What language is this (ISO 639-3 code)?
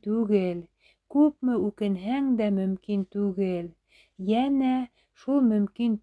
bak